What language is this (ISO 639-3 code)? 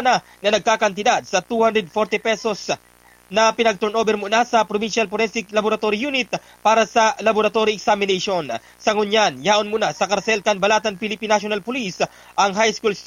bik